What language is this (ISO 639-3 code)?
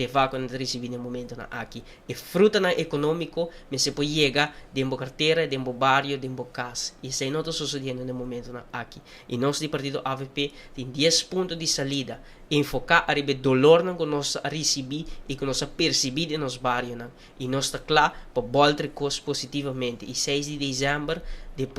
pap